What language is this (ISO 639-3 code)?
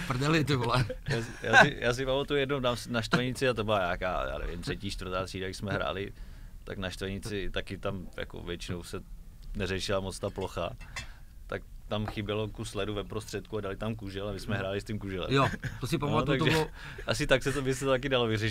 ces